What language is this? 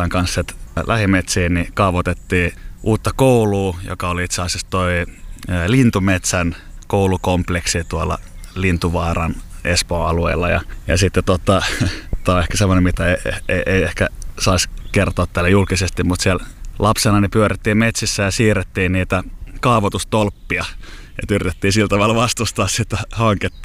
Finnish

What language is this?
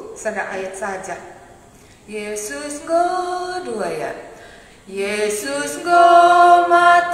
Batak Karo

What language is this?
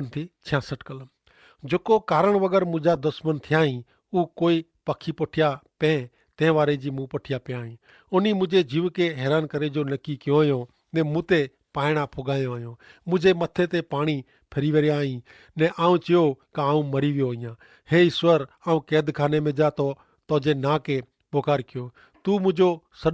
Kachhi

